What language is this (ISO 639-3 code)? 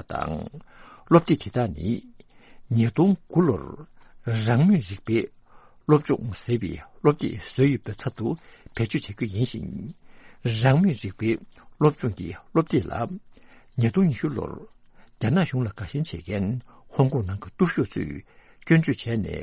bod